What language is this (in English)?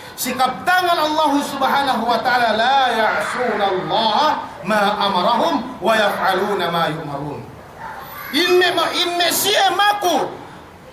Yakan